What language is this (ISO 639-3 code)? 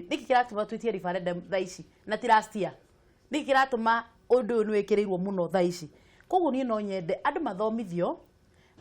kik